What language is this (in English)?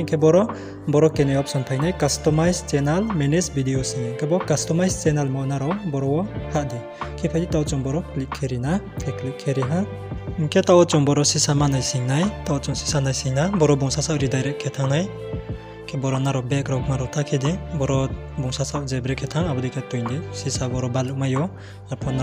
Riang (India)